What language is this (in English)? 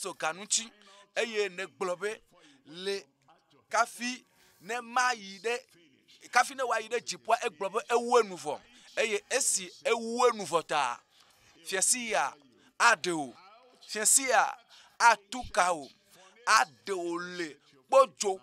Ewe